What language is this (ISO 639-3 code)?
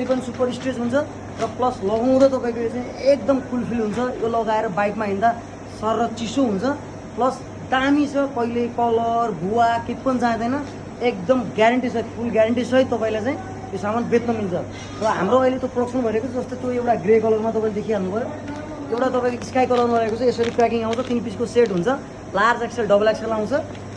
nep